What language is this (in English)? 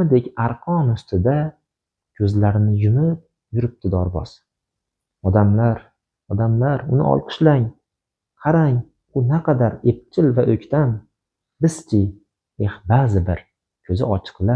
Uzbek